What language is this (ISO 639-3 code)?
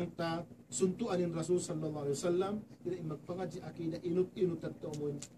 tsg